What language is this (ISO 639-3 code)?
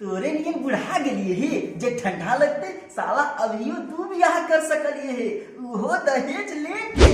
mag